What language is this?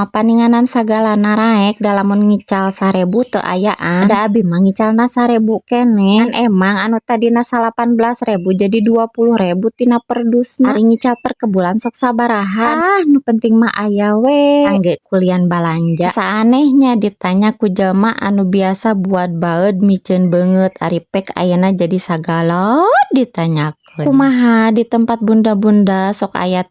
Sundanese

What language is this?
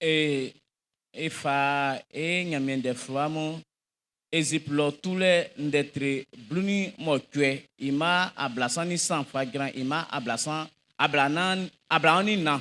Baoulé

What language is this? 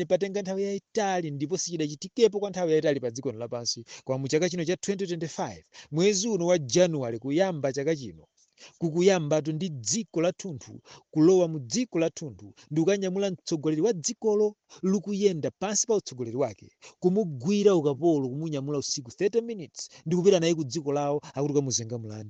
Nyanja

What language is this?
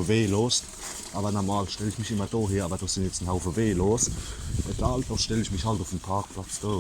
Palatine German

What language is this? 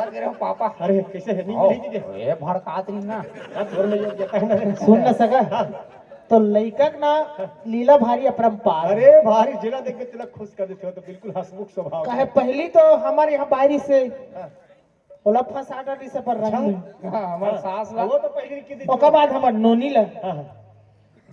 Chhattisgarhi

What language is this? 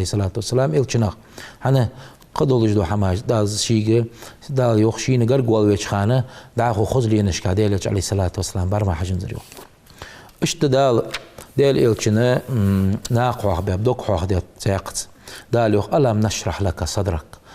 Ingush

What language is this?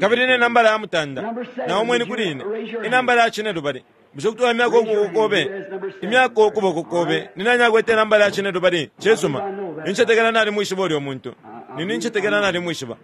Bemba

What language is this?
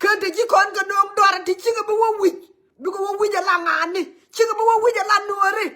Nuer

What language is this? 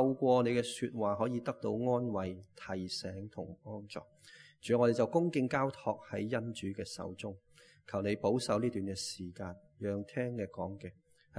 Cantonese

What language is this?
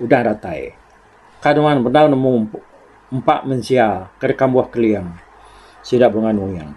Iban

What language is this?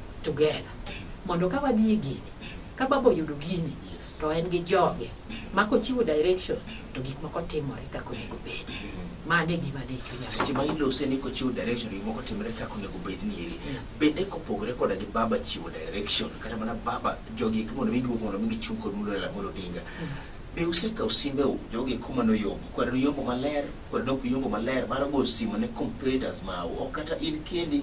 Luo (Kenya and Tanzania)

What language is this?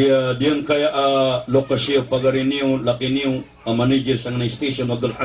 Maranao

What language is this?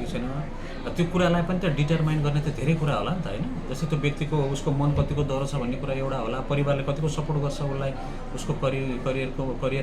Nepali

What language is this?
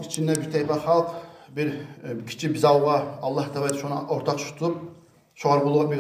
Kumyk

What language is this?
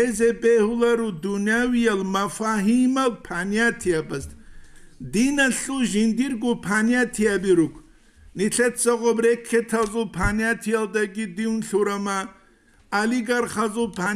Avaric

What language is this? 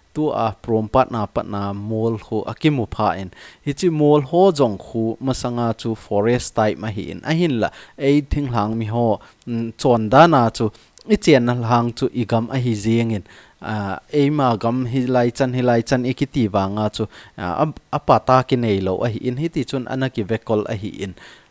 Thado Chin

